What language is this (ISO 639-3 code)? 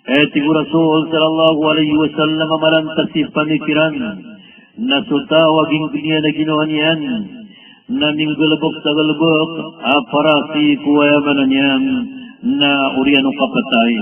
mrw